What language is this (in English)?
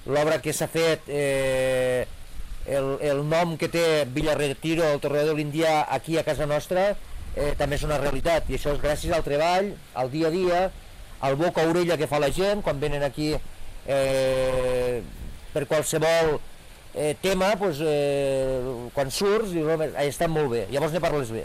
Catalan